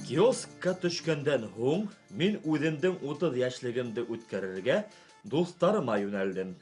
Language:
Bashkir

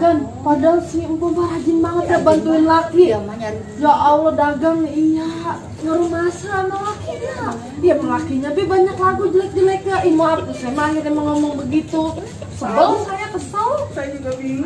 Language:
Betawi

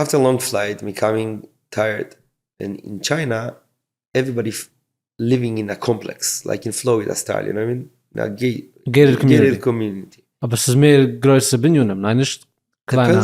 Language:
Yiddish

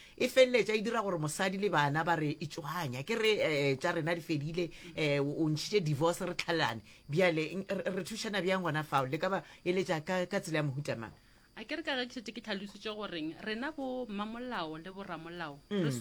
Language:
Northern Sotho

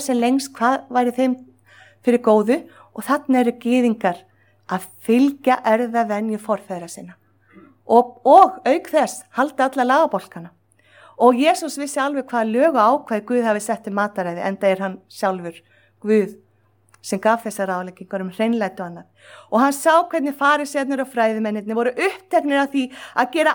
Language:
Icelandic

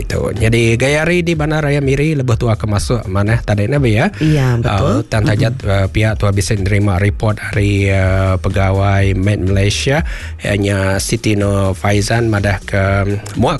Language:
Iban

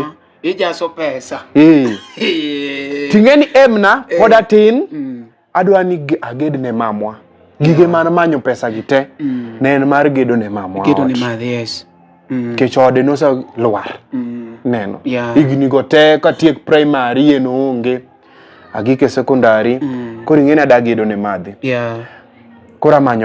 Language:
Luo (Kenya and Tanzania)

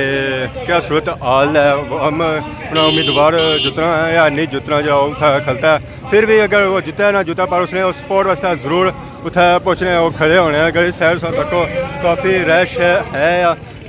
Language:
Pahari-Potwari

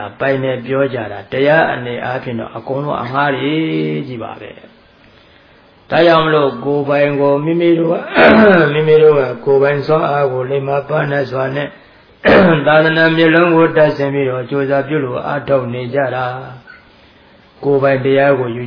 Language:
Burmese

